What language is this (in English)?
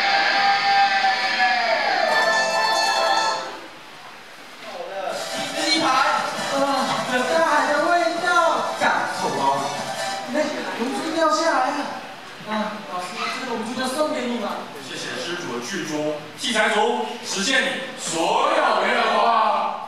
Chinese